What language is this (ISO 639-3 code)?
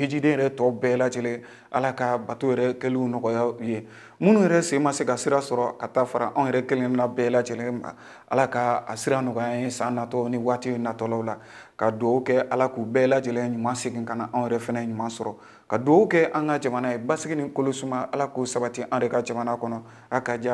bam